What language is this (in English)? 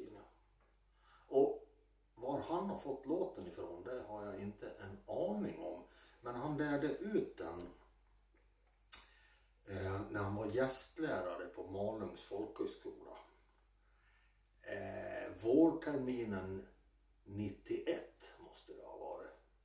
Swedish